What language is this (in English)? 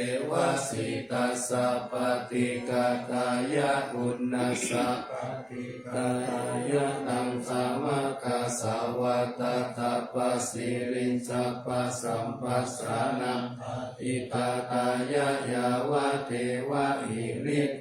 Pali